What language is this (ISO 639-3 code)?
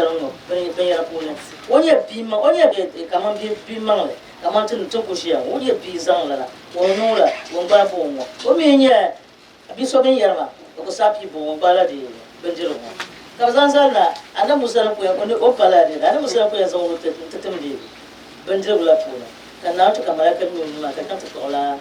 dag